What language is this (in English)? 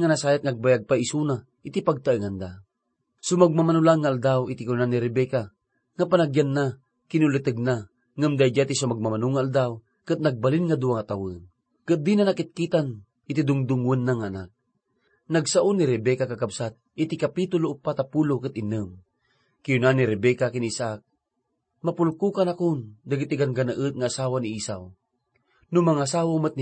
Iloko